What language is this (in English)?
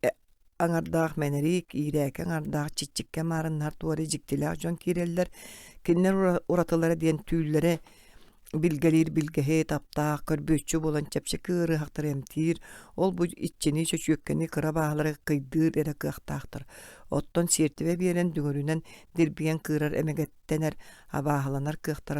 Yakut